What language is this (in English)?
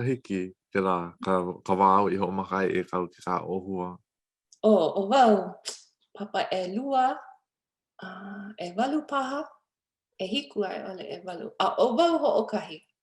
Hawaiian